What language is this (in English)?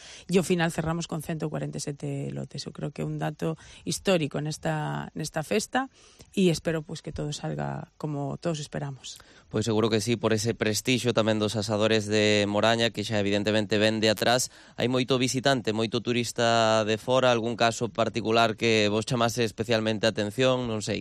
Galician